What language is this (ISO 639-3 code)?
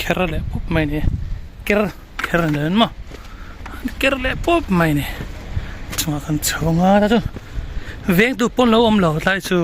lus